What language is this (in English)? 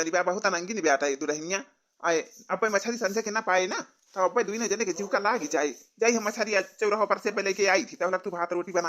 Awadhi